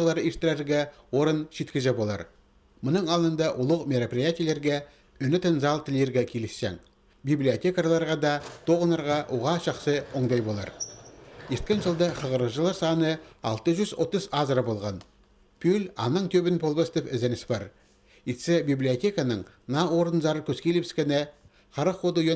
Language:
Khakas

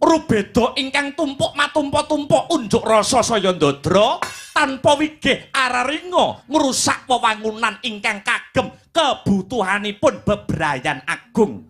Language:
Javanese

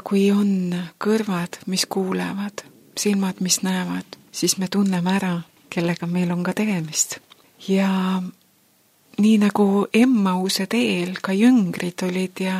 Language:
Estonian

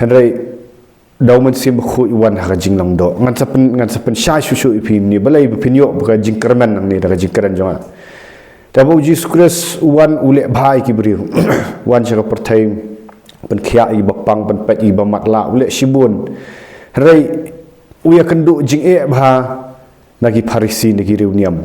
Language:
Khasi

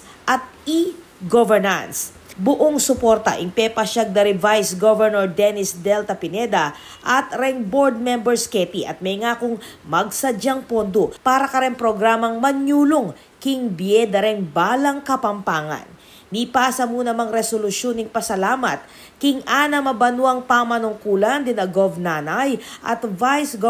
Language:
Pampanga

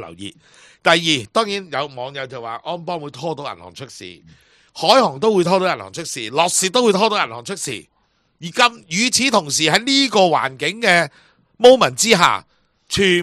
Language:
Cantonese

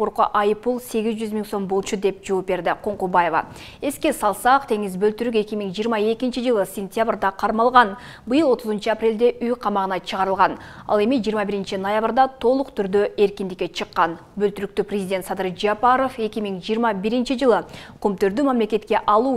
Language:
Kyrgyz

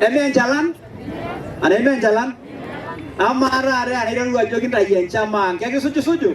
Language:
Masai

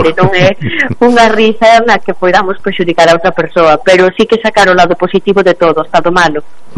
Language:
Galician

